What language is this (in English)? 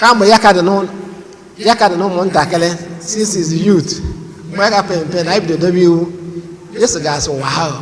Igbo